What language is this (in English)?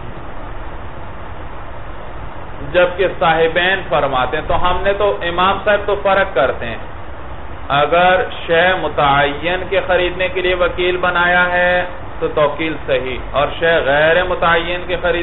Urdu